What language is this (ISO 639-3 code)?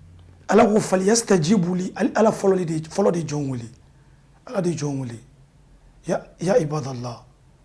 bam